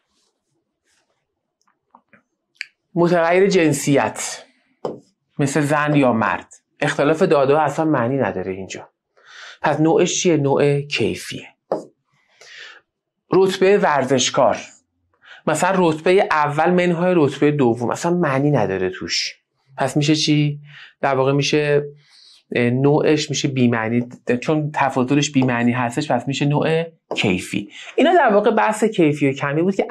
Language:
Persian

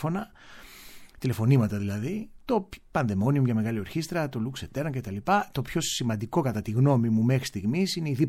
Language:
Greek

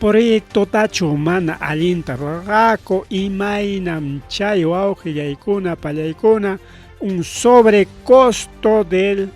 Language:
Ayacucho Quechua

